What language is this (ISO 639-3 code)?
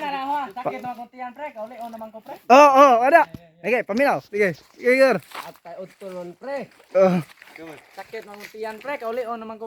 ceb